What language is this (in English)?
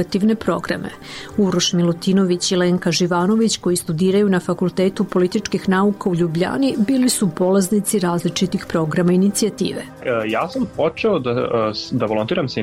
Serbian